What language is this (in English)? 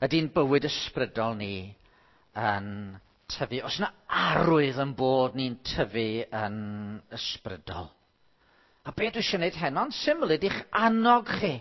Welsh